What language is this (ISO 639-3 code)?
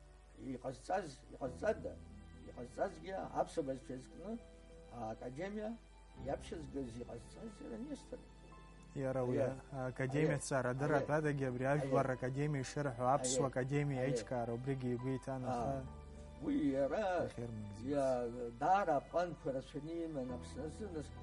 abk